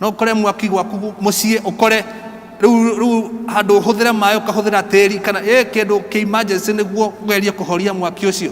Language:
Kikuyu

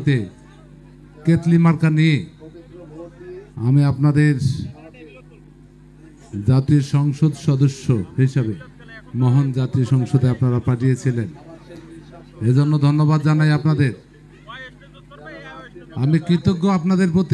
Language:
Bangla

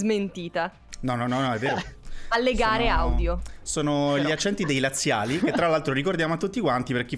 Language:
Italian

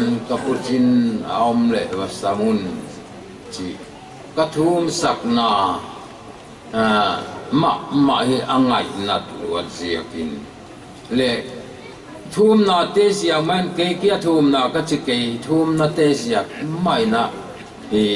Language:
Paite Chin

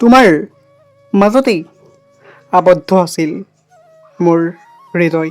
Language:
Assamese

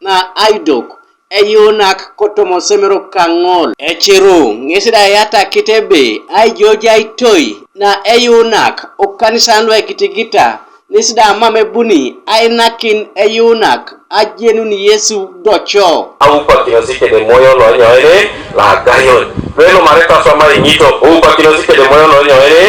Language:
Teso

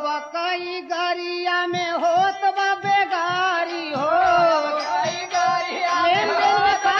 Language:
Bhojpuri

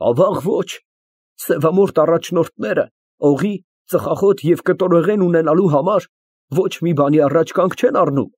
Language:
Armenian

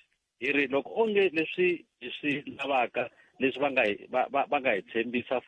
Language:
Tsonga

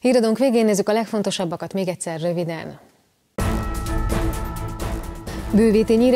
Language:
Hungarian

